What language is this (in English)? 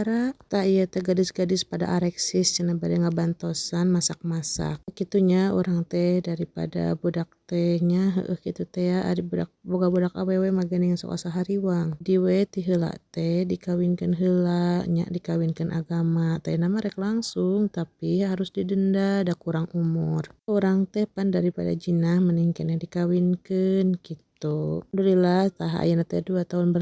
Sundanese